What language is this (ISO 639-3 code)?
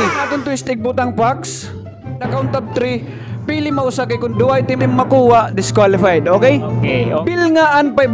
war